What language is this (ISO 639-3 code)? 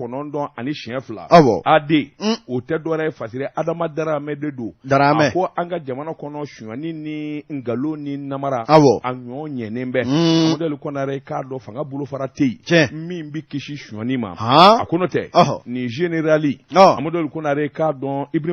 bam